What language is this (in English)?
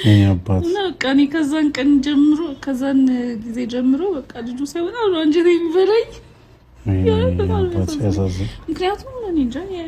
Amharic